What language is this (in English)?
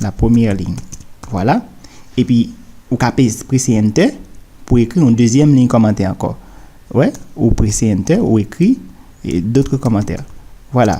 Haitian Creole